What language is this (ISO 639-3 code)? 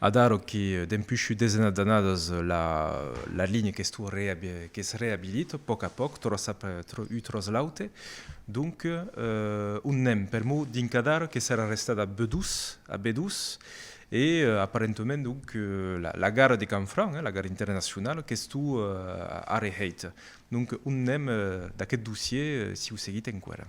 oci